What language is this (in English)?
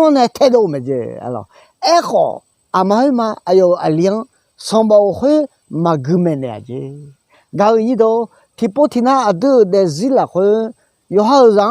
Akha